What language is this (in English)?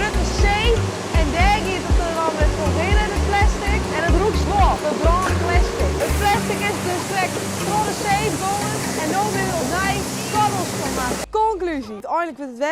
Western Frisian